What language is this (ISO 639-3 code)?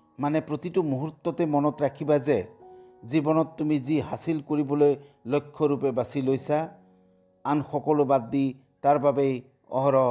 asm